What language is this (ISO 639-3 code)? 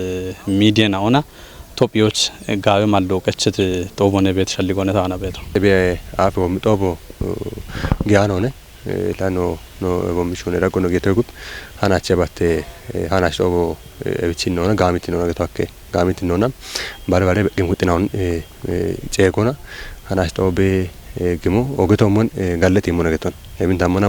kbr